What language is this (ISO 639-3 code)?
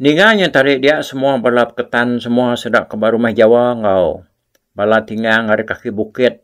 iba